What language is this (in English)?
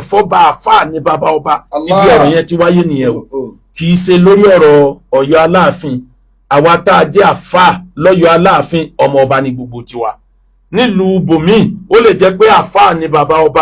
Yoruba